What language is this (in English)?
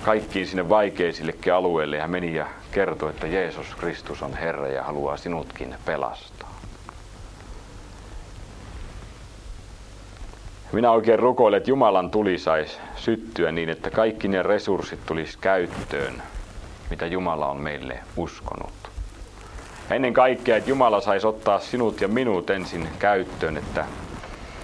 Finnish